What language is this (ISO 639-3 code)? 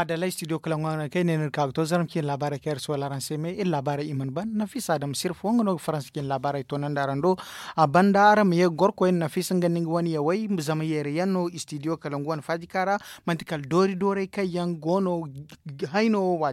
dje